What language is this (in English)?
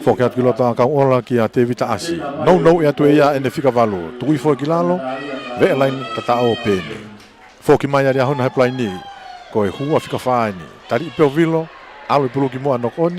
Tongan